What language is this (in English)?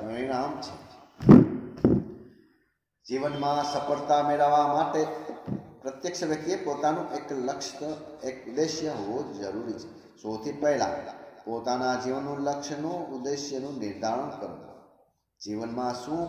Gujarati